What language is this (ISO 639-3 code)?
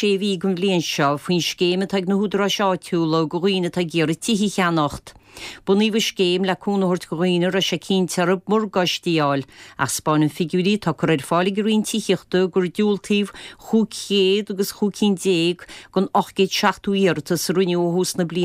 gle